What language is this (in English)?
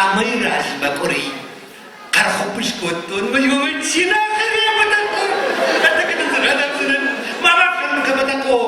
Ossetic